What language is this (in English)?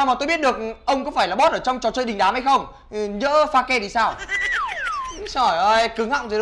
Vietnamese